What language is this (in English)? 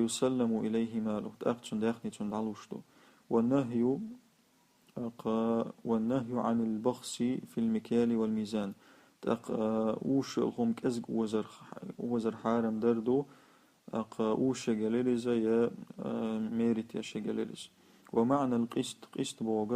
Chechen